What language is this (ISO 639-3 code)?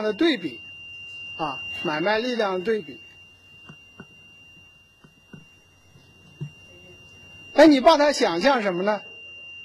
zho